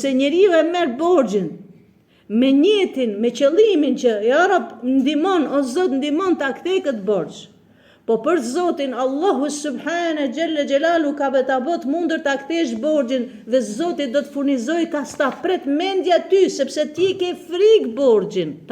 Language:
Albanian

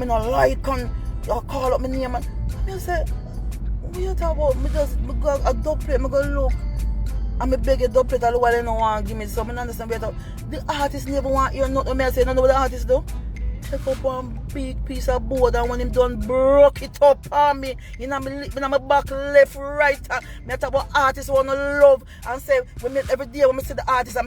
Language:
Jamaican Creole English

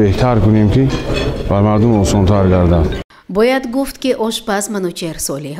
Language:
Tajik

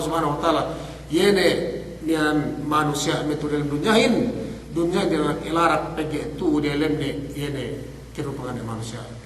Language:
Yakan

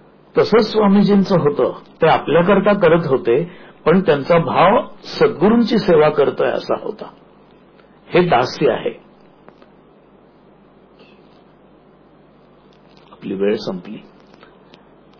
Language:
Marathi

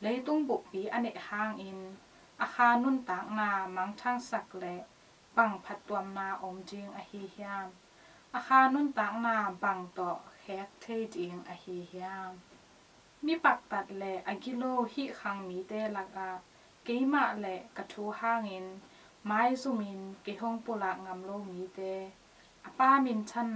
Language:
Tedim Chin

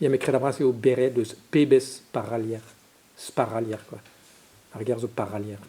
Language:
Breton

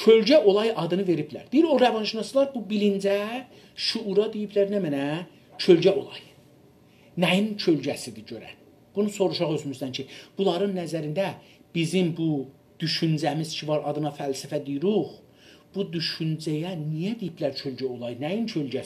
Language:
South Azerbaijani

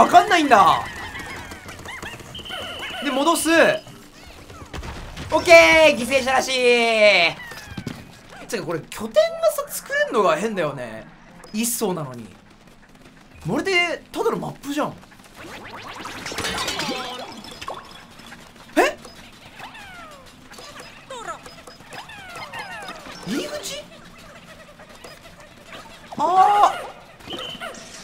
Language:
Japanese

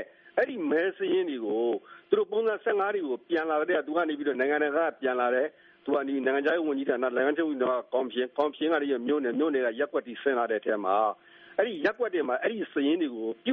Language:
Burmese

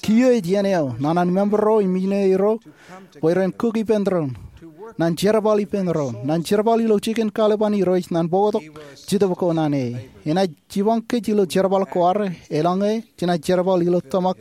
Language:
Marshallese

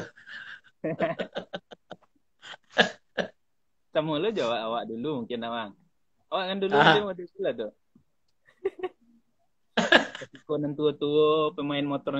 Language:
Indonesian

